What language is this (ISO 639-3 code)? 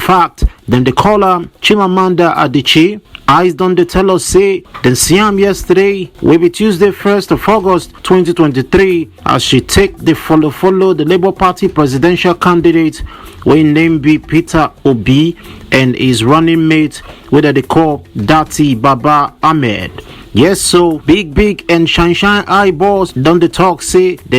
pcm